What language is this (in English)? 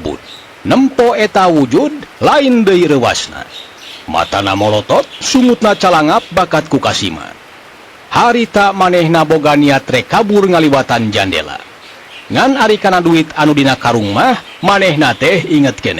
Sundanese